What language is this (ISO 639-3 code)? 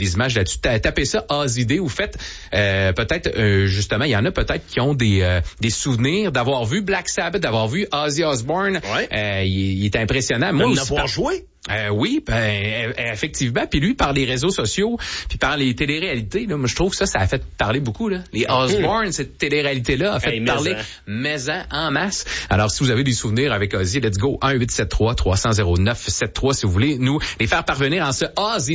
fra